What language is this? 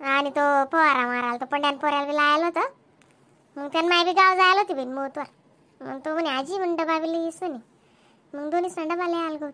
Khandesi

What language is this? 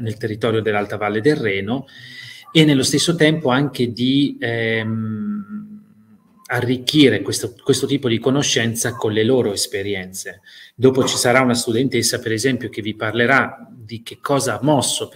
Italian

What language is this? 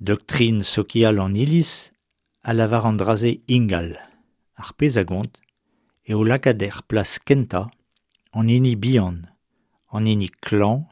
Breton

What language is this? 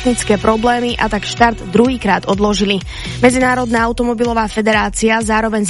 Slovak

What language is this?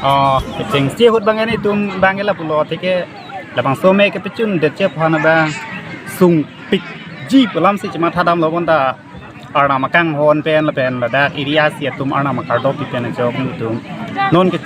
Karbi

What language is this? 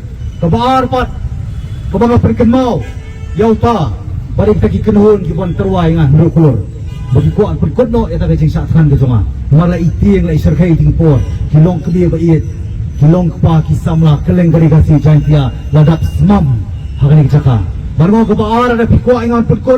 Khasi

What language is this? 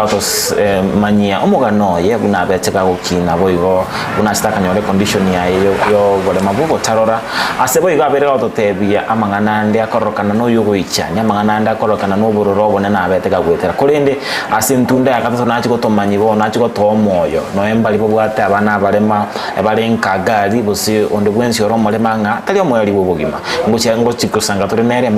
Gusii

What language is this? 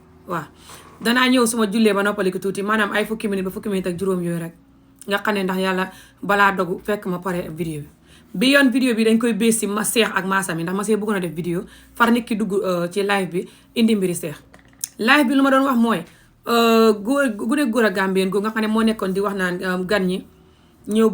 Wolof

